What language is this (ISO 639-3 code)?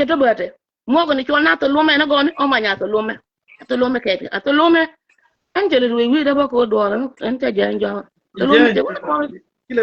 nus